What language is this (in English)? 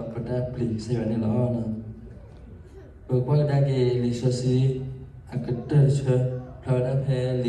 S'gaw Karen